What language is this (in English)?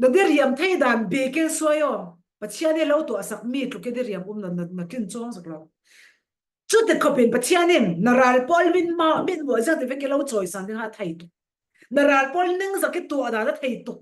Falam Chin